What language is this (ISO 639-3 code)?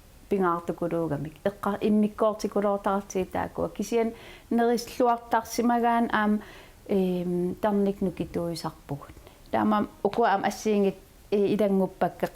kal